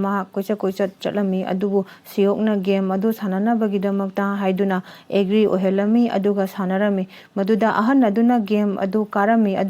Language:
Manipuri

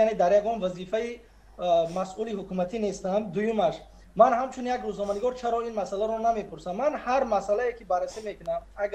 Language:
Tajik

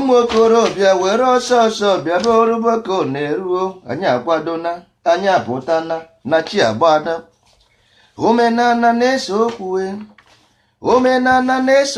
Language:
Igbo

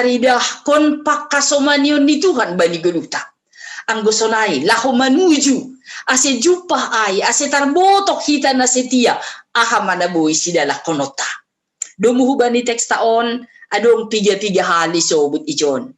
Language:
Batak Simalungun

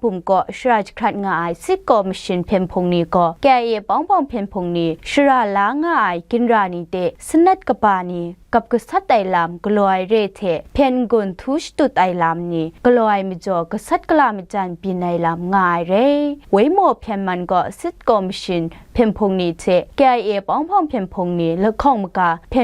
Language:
Kachin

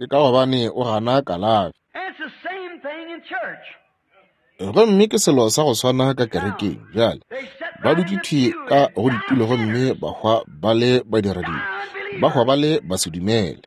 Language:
Northern Sotho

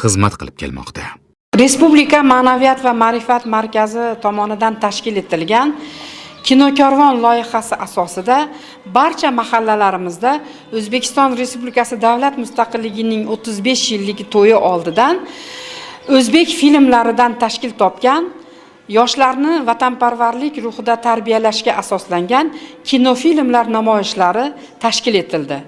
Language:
Uzbek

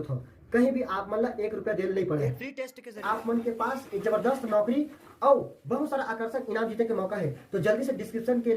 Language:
Chhattisgarhi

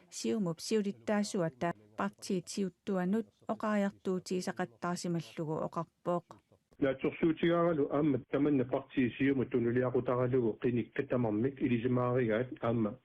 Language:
Kalaallisut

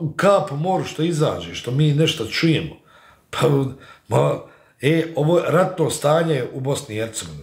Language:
Bosnian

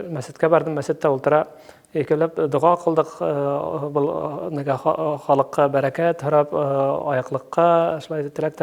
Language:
Bashkir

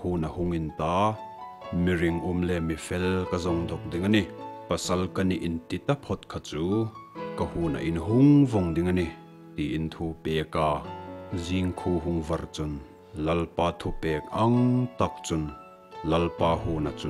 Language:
Hmar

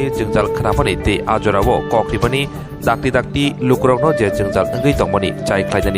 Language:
Kok Borok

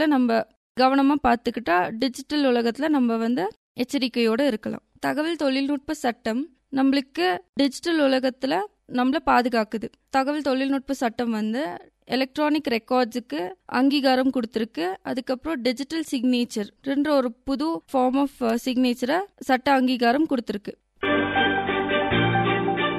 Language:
Tamil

